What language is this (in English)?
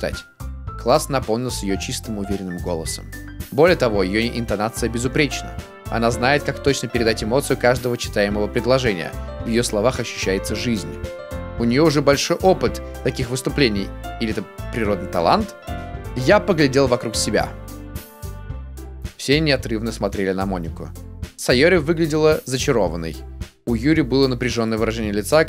Russian